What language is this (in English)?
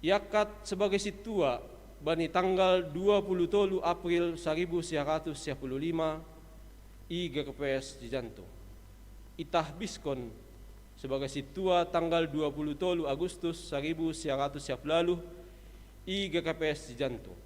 Batak Simalungun